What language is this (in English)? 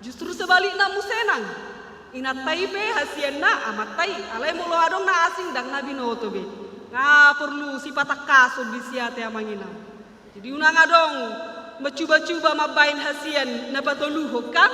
Batak Toba